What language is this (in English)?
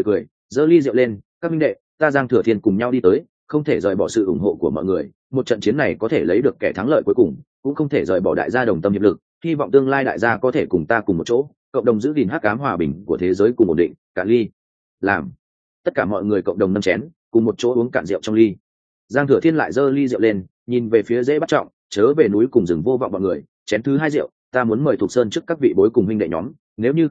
Vietnamese